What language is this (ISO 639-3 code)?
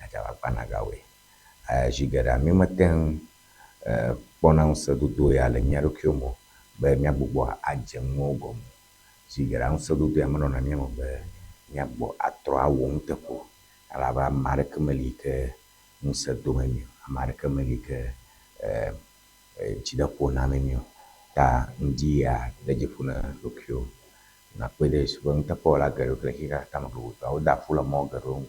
ewe